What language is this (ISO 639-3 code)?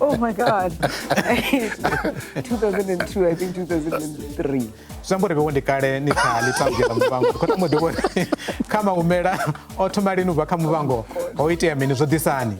ven